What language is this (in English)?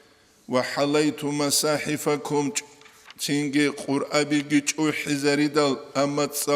Avaric